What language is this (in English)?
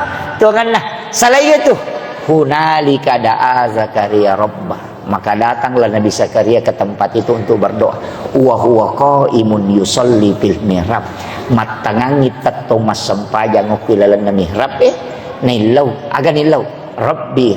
Buginese